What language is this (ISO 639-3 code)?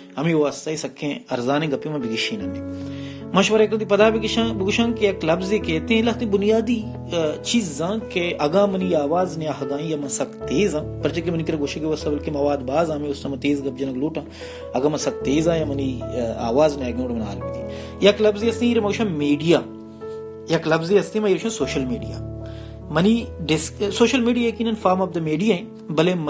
bal